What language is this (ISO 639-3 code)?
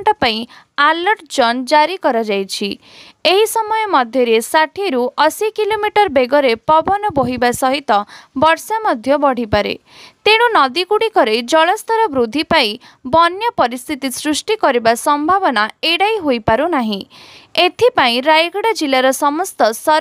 ori